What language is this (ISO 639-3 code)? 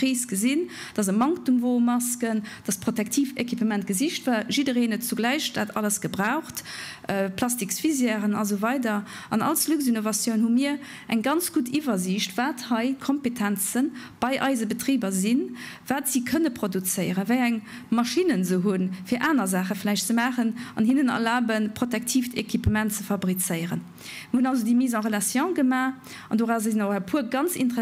ltz